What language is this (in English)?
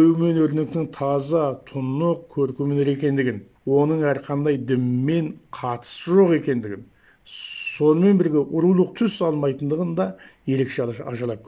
Kazakh